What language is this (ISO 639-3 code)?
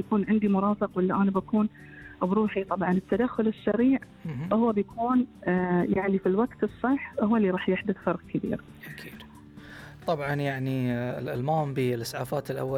afb